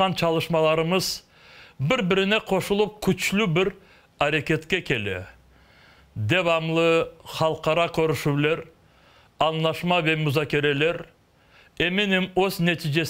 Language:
Crimean Tatar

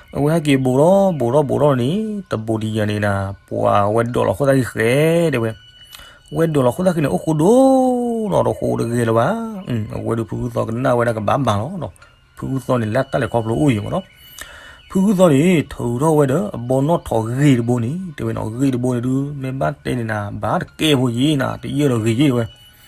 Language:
S'gaw Karen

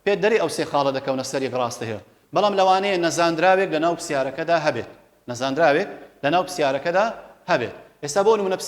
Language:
Central Kurdish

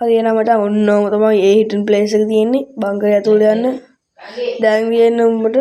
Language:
Sinhala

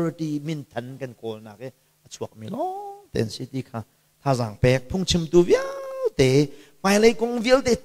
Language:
Hakha Chin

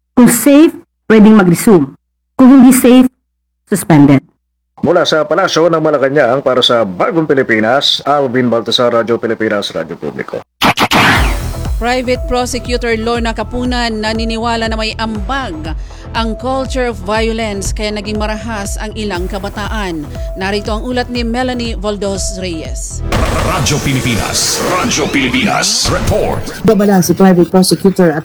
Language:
Filipino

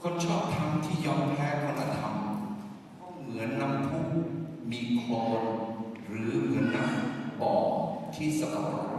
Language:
Akha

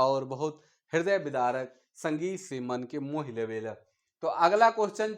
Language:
Sadri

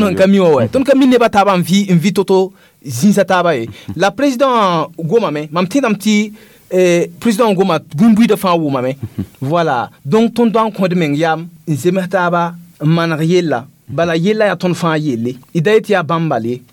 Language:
Mossi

